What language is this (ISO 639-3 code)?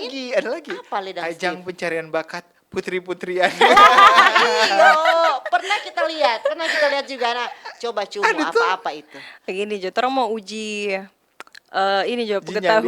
xmm